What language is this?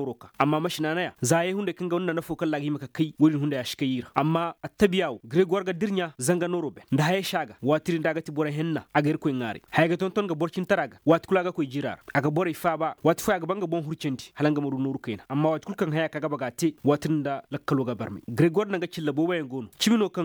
Koyraboro Senni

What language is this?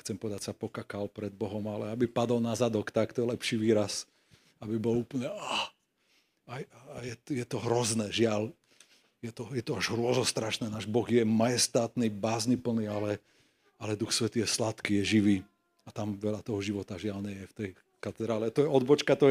Slovak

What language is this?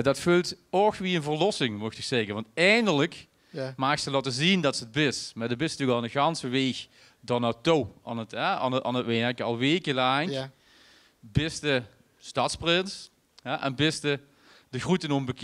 Limburgish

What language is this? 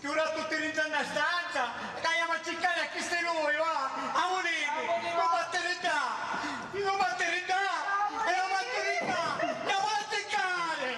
Sicilian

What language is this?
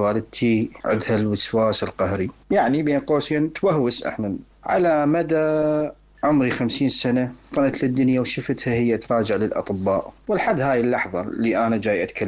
Mesopotamian Arabic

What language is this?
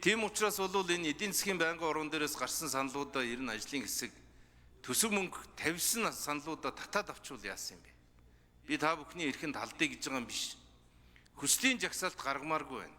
Mongolian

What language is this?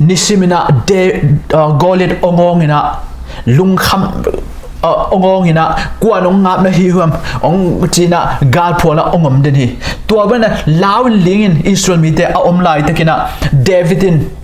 Tedim Chin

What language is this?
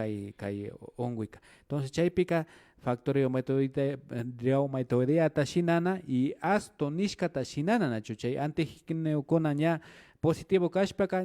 Imbabura Highland Quichua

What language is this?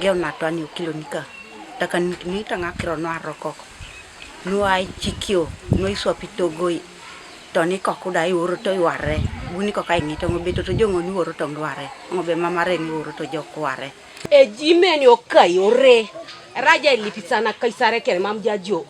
Teso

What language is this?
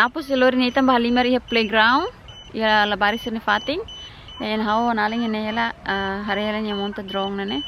Tetum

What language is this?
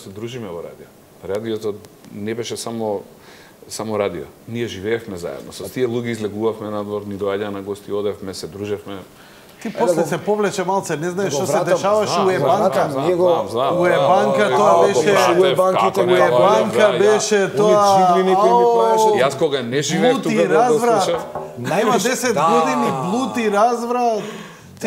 Macedonian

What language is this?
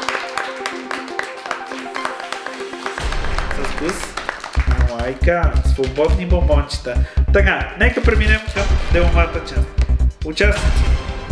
Bulgarian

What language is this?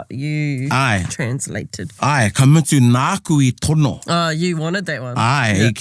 Māori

